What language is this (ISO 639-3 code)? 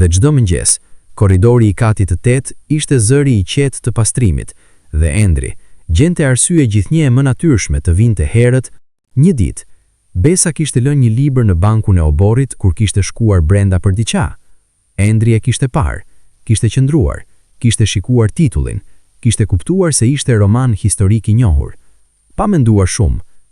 sqi